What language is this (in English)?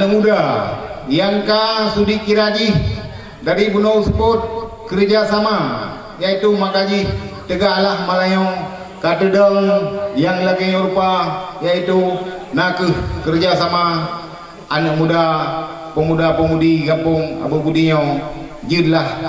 Achinese